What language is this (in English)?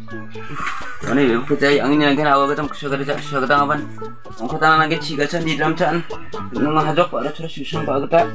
Malay